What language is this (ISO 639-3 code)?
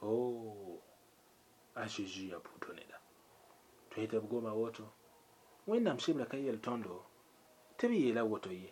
mos